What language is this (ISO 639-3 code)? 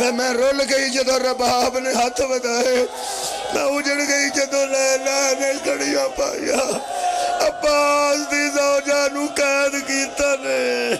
phr